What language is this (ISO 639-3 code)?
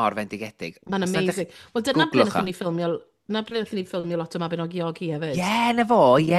cym